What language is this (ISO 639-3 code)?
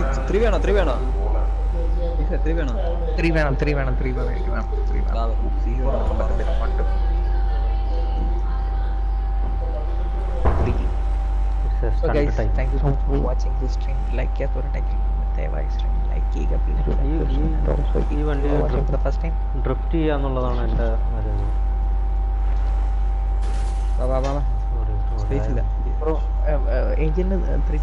mal